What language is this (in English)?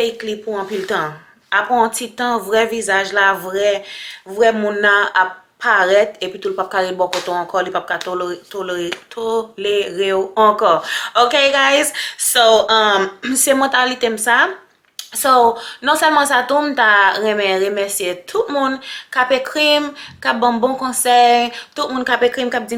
Haitian Creole